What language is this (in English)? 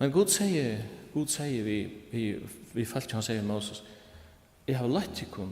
Faroese